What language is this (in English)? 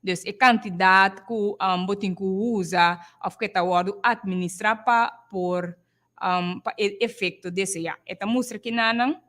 Papiamento